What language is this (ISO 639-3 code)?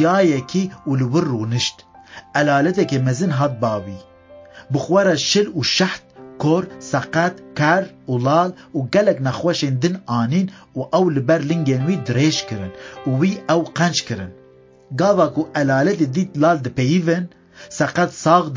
kur